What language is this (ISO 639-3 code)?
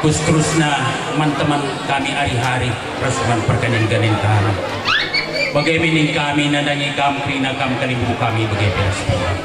btx